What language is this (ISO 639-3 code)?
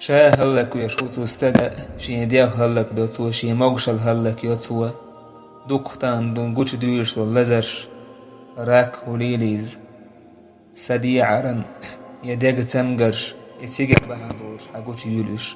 che